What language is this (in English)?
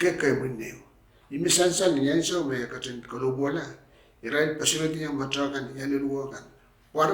Pohnpeian